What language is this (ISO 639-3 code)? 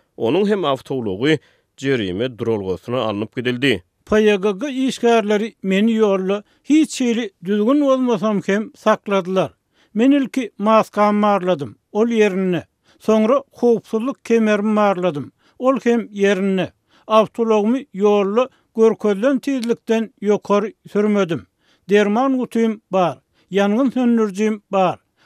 tuk